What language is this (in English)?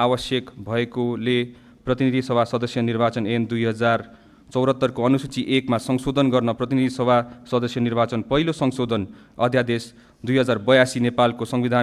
Nepali